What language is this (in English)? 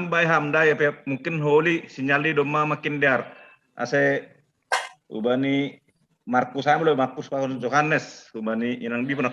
Batak Simalungun